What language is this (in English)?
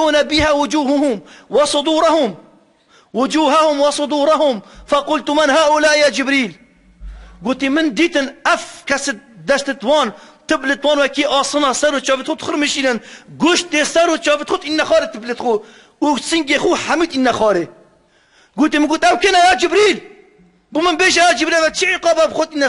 Kurdish